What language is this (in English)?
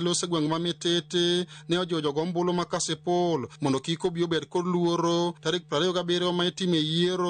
Luo (Kenya and Tanzania)